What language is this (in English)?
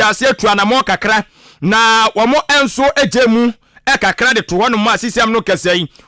Akan